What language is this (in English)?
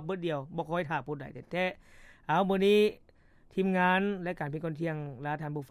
Lao